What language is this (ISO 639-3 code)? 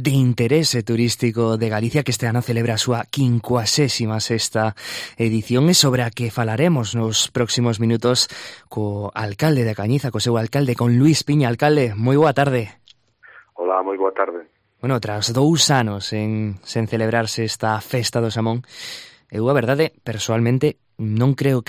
glg